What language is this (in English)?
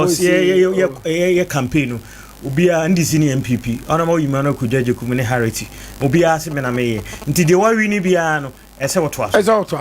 Akan